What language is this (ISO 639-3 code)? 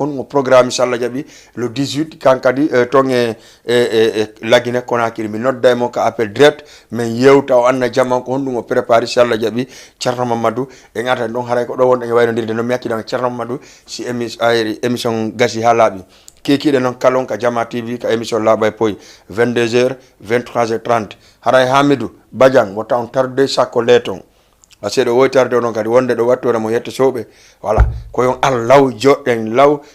ful